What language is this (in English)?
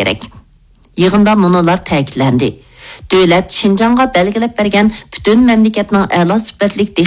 Uyghur